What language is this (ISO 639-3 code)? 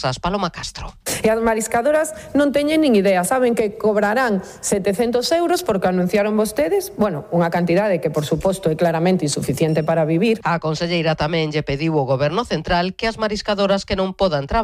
glg